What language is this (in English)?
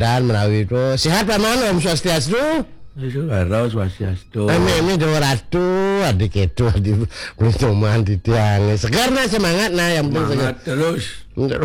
Balinese